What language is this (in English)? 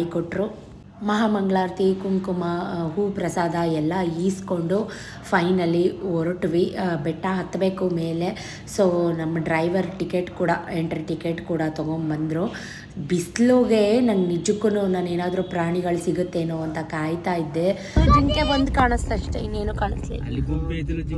Kannada